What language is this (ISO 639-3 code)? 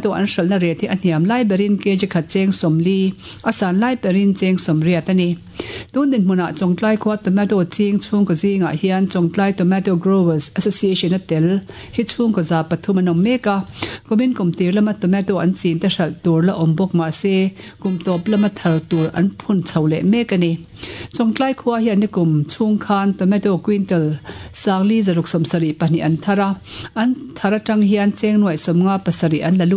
lus